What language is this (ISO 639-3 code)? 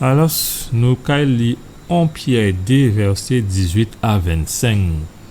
gcf